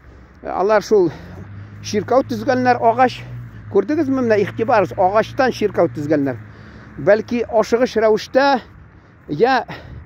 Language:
Tatar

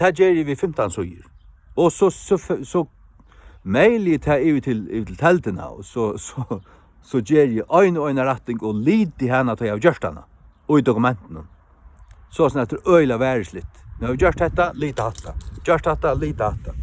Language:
Faroese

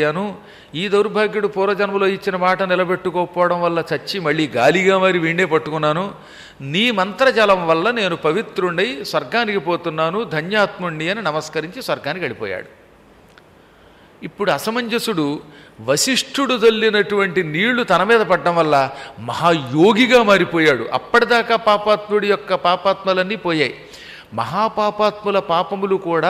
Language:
Telugu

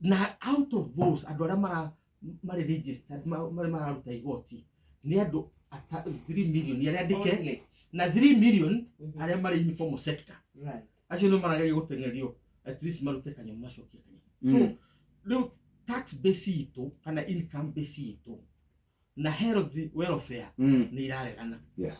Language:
Kikuyu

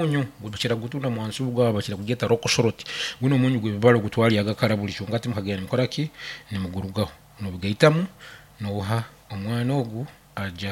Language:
Nyankole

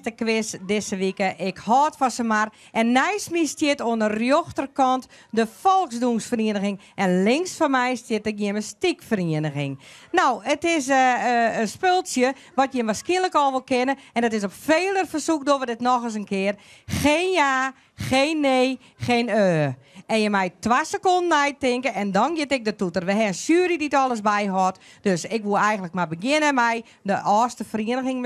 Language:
Western Frisian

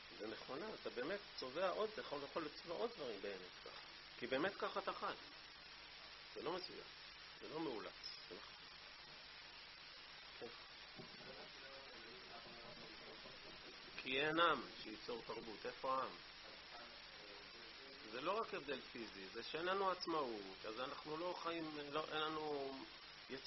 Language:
Hebrew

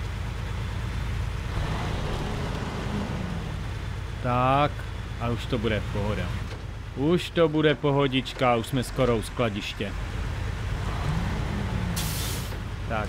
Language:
Czech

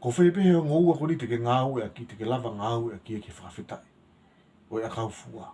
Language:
Tongan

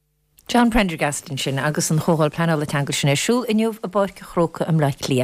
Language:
Irish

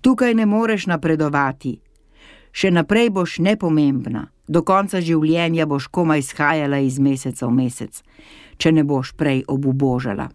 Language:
Slovenian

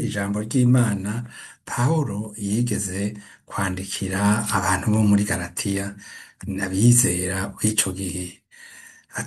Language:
Rundi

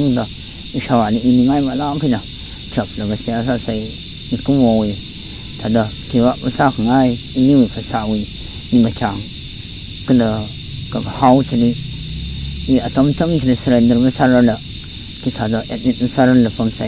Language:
Tangkhul Naga (India)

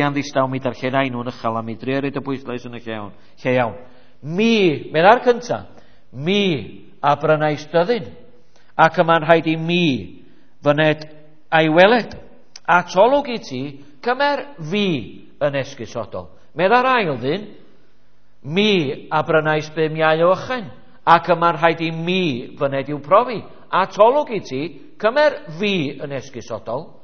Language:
Welsh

